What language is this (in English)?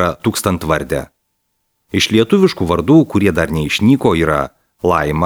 Lithuanian